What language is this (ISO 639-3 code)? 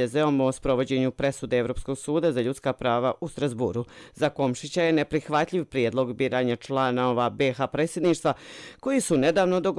srp